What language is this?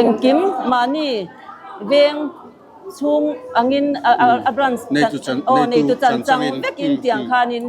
Mizo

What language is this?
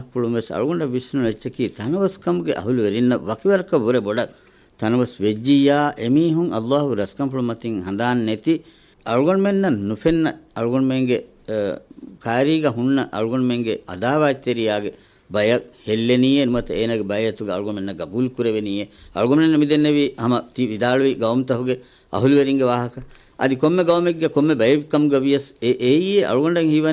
Divehi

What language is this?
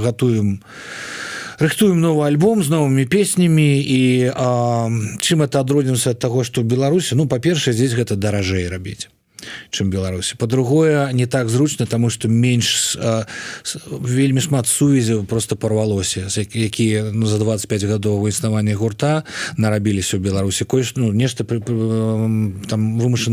Belarusian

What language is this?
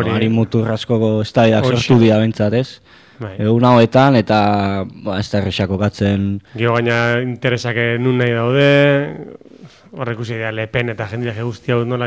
Basque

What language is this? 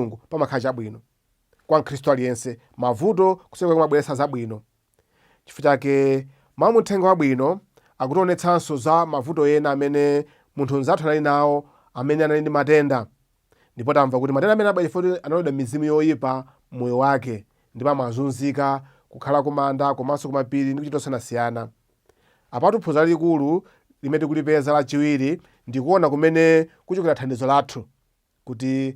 Nyanja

